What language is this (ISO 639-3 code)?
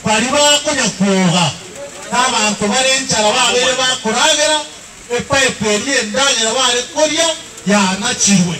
guz